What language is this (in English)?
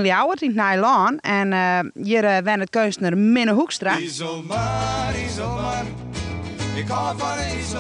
Western Frisian